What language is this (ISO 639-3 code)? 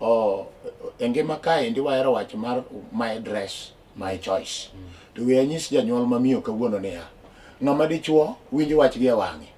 luo